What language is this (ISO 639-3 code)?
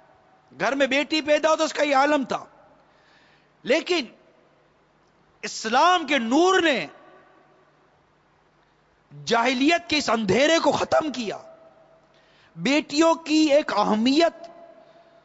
urd